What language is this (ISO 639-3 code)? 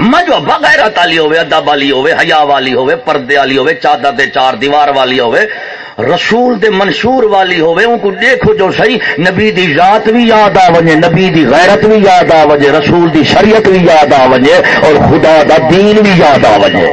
skr